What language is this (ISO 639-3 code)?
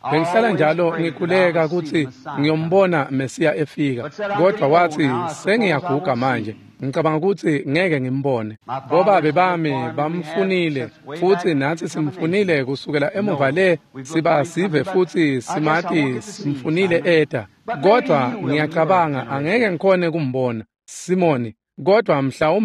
ssw